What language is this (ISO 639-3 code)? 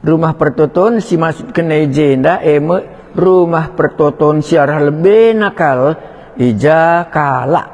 btx